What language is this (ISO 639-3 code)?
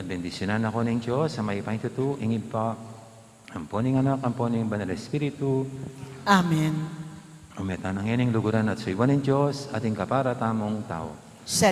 pam